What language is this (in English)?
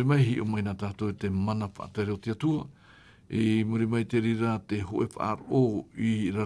Tahitian